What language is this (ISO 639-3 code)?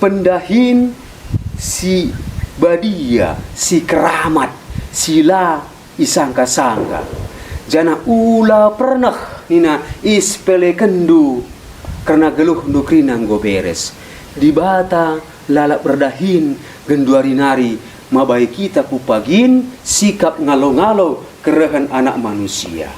btx